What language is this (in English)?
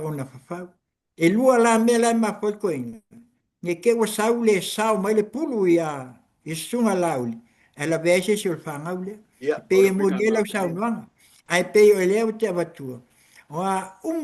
Samoan